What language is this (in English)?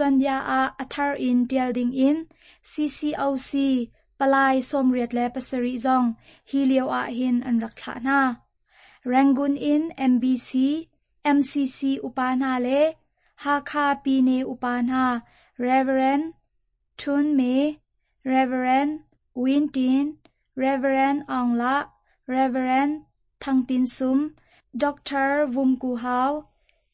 Hakha Chin